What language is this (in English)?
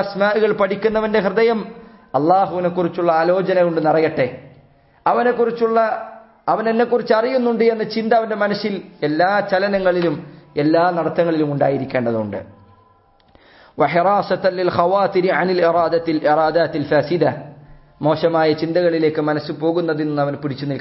Malayalam